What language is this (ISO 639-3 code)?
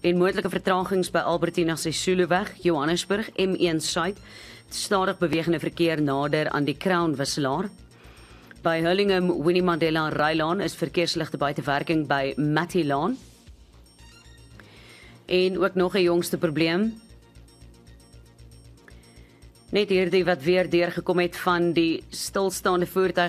afr